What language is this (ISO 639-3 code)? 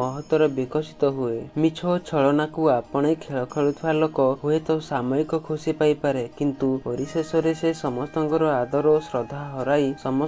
ori